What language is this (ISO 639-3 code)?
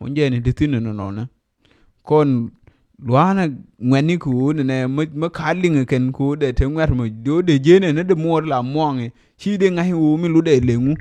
nus